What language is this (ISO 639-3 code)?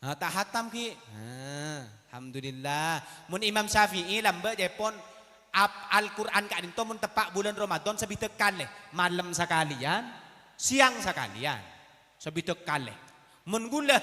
mad